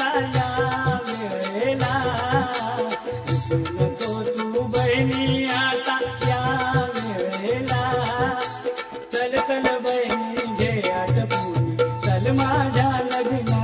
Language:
Marathi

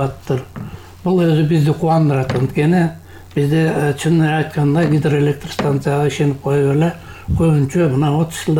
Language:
Kyrgyz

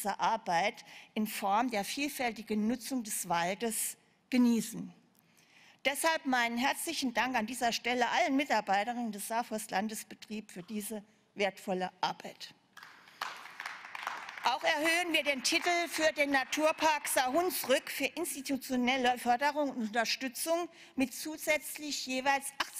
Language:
German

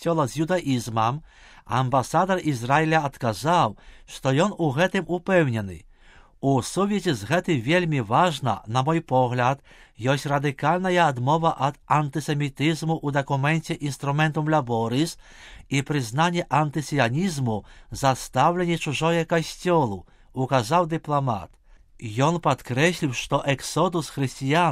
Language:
Belarusian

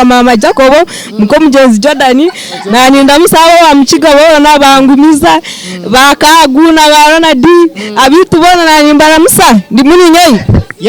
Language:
Nyankole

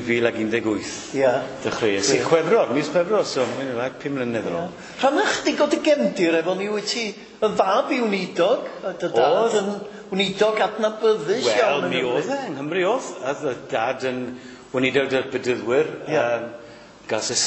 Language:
Welsh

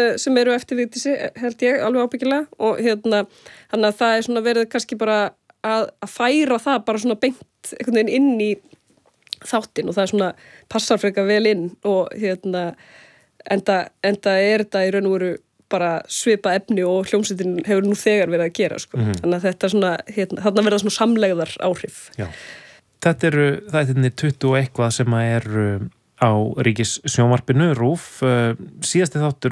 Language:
Icelandic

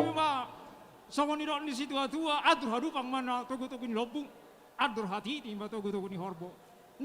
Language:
Batak Toba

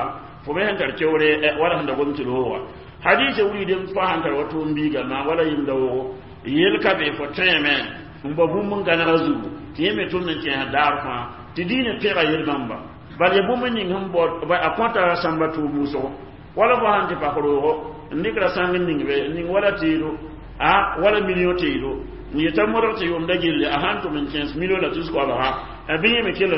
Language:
Mossi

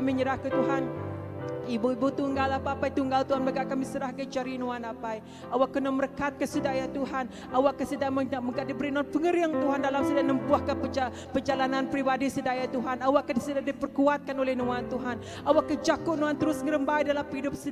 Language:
Iban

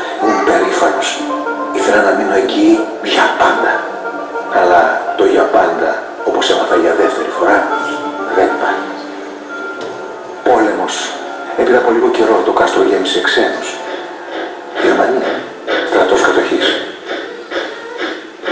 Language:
Greek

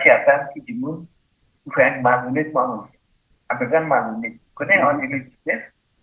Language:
Morisyen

